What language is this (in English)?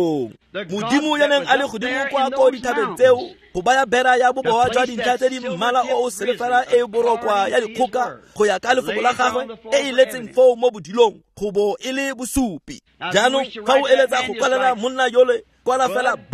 Tswana